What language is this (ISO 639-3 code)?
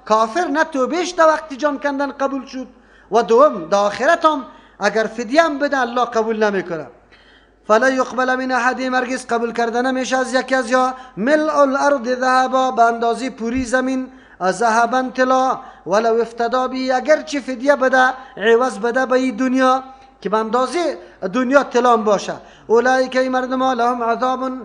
fas